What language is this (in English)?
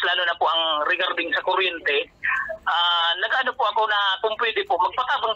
Bikol